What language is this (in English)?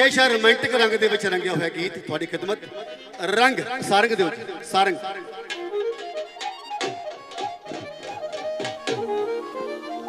Punjabi